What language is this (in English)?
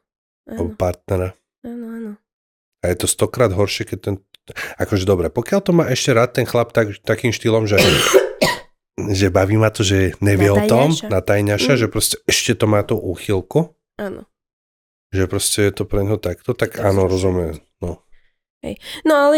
Slovak